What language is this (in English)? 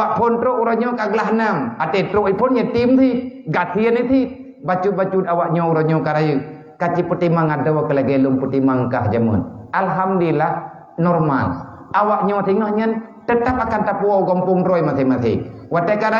Achinese